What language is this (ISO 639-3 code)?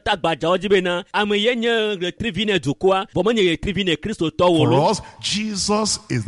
ewe